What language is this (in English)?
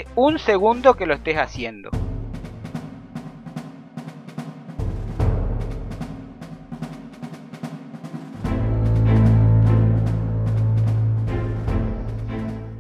Spanish